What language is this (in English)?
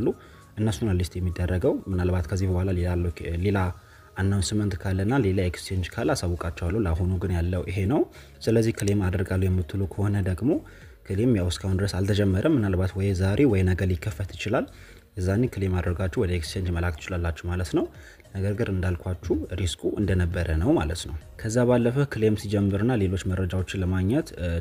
Amharic